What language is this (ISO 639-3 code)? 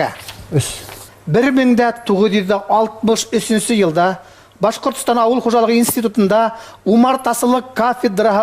bak